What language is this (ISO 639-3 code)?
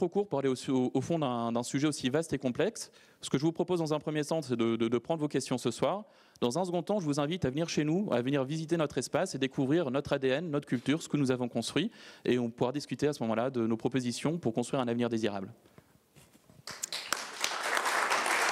fra